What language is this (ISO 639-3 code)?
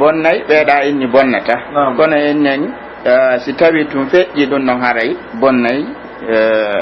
fuf